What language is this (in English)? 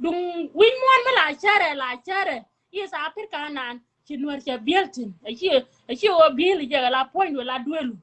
Nuer